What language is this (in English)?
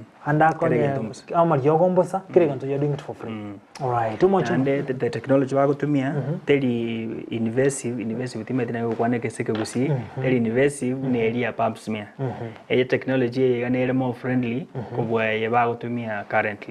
Gusii